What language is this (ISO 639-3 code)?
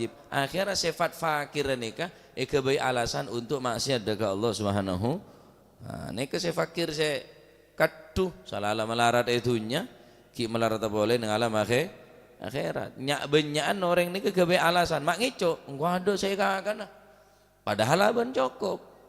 mad